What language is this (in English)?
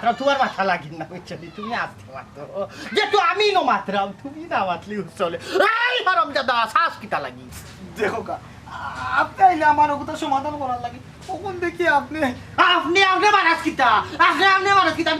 Sylheti